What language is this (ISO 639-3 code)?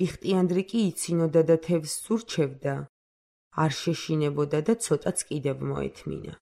kat